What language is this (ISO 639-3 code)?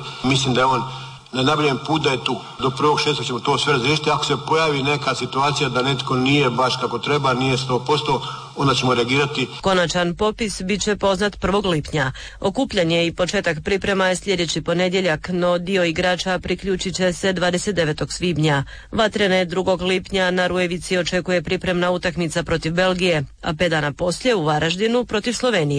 hrv